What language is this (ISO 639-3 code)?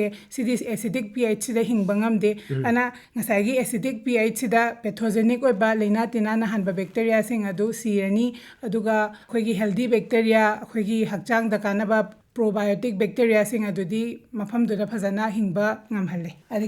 mni